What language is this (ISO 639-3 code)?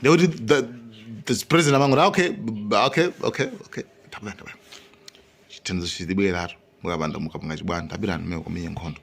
nya